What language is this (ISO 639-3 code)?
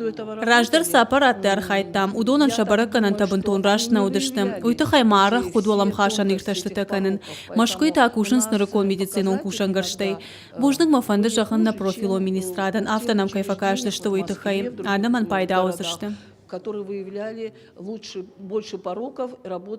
oss